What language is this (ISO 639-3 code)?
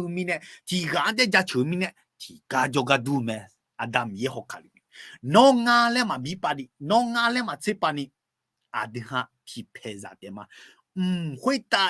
ahk